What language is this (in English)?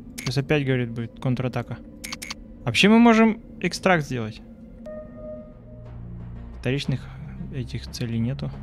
Russian